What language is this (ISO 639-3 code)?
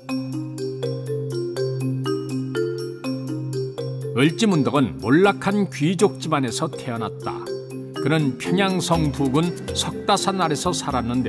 kor